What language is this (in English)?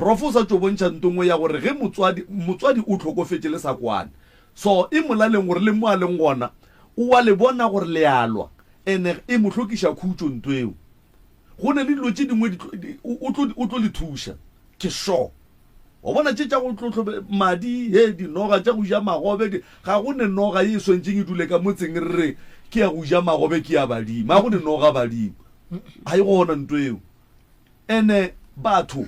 Northern Sotho